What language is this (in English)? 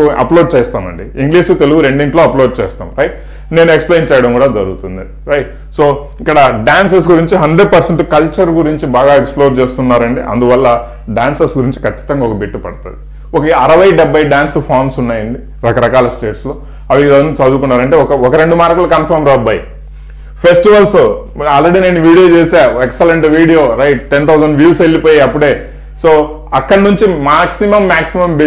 Telugu